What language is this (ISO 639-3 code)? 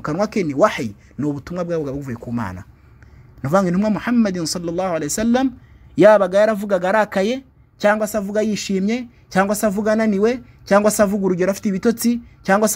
kin